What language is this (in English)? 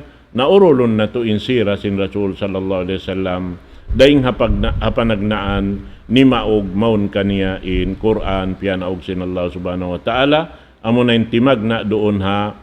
Tausug